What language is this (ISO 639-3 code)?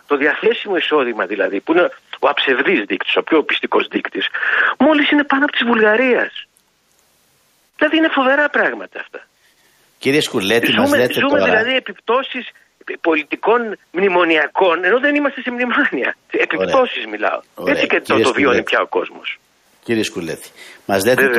ell